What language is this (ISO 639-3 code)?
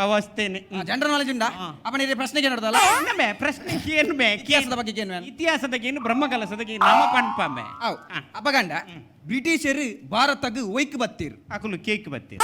tcy